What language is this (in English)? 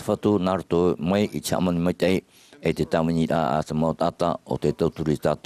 Tahitian